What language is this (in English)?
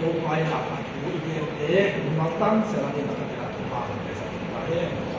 Tedim Chin